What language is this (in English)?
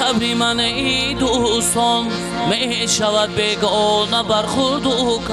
Persian